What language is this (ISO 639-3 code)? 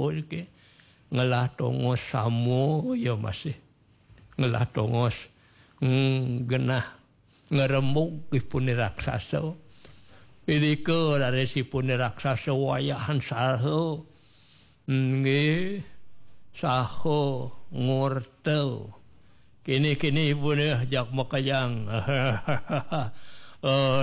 ban